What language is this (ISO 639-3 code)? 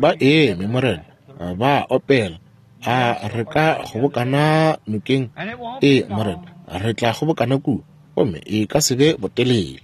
nso